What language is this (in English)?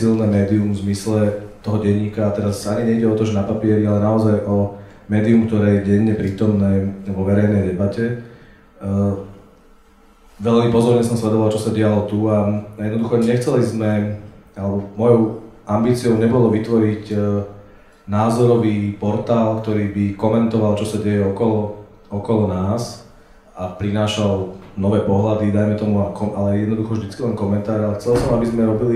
Slovak